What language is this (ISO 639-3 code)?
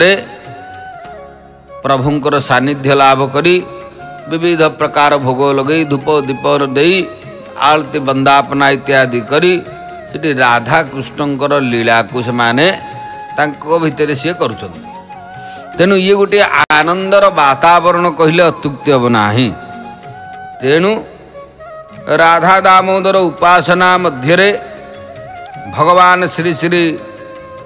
ori